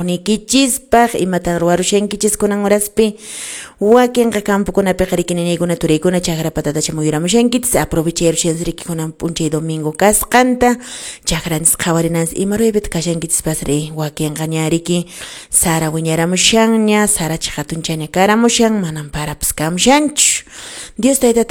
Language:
Quechua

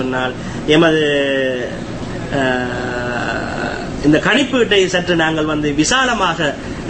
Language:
Tamil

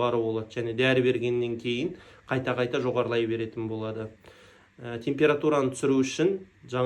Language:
Kazakh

